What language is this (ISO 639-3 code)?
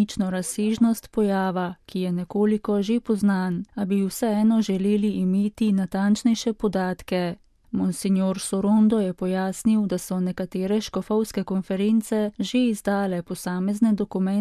slv